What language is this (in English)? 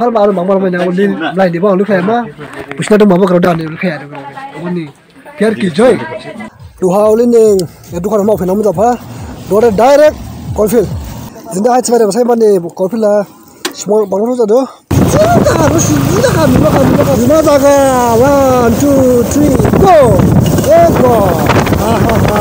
Dimasa